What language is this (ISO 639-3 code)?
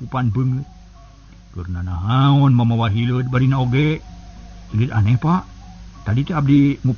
sun